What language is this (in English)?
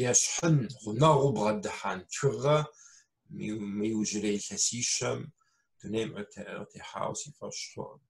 Kabardian